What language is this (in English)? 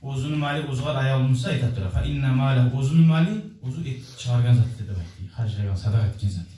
Kumyk